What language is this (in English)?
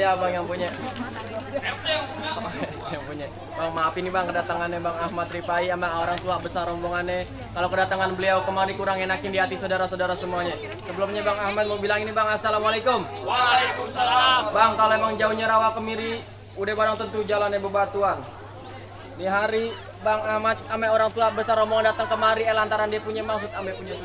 Betawi